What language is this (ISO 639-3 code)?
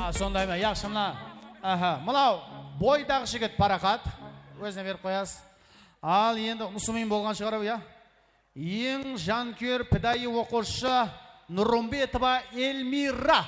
kaa